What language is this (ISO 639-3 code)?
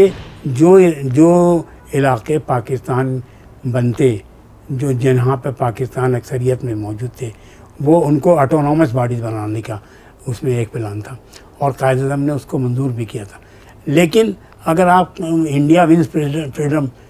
urd